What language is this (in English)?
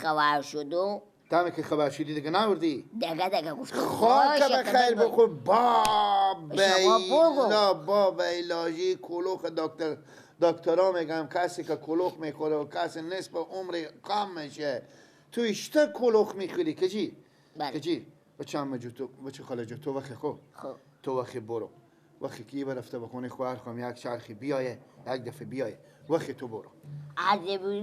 Persian